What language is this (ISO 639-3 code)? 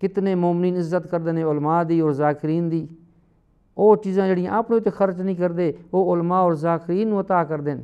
skr